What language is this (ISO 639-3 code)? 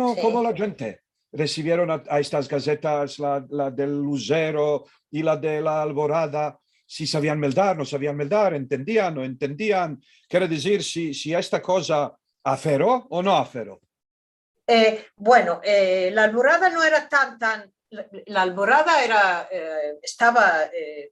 lad